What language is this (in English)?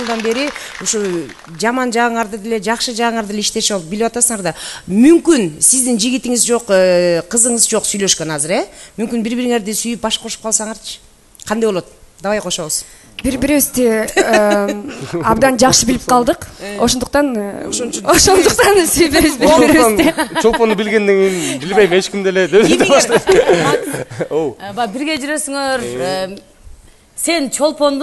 Kyrgyz